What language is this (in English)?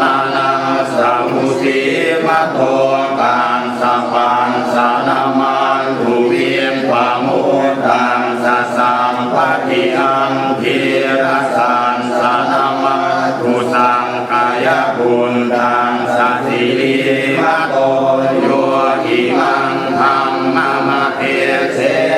Pali